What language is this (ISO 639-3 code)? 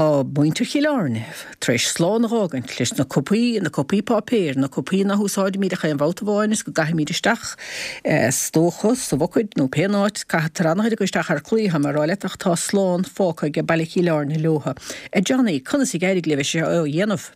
gle